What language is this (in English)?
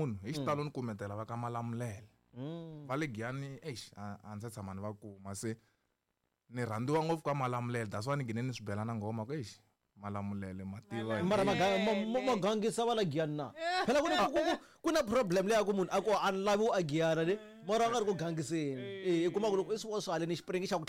Tsonga